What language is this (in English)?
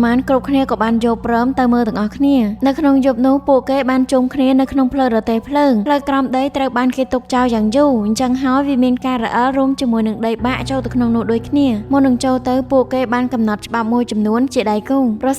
Khmer